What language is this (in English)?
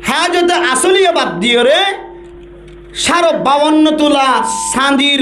Rohingya